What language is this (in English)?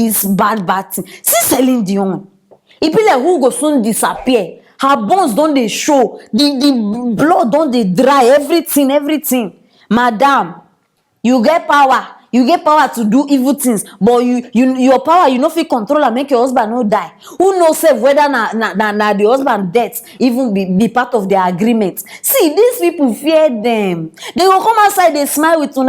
Nigerian Pidgin